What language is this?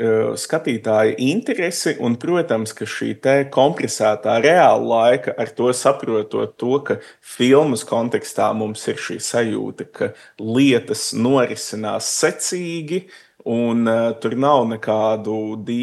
Latvian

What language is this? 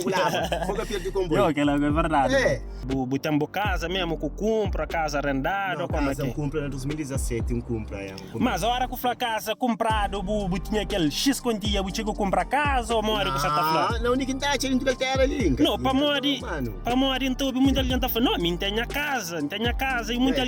Kabuverdianu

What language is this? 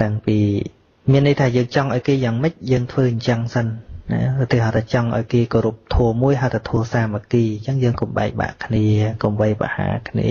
Khmer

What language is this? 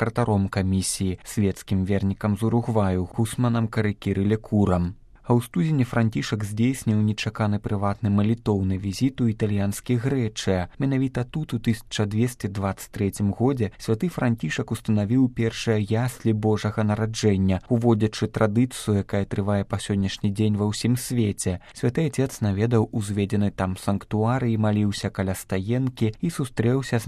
Belarusian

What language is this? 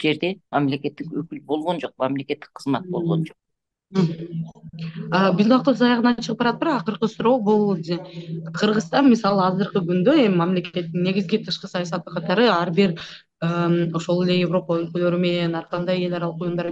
Kyrgyz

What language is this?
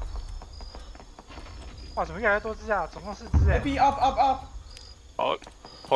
Chinese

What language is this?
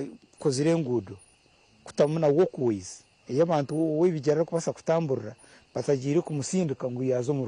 Nyankole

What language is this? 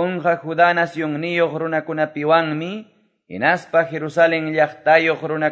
Quechua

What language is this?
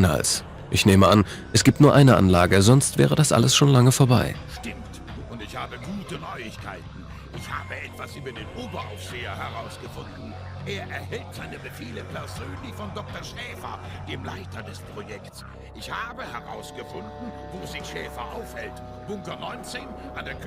Bavarian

